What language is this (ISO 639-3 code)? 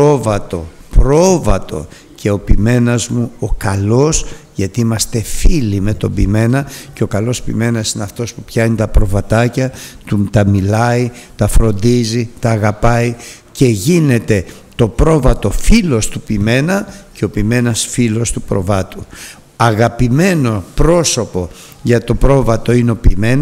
ell